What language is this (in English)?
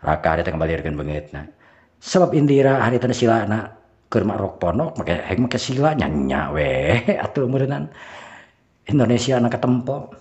Sundanese